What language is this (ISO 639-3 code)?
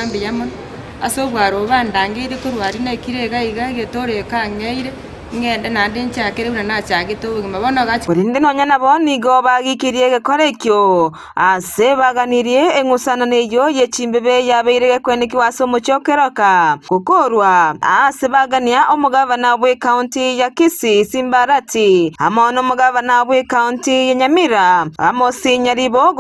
guz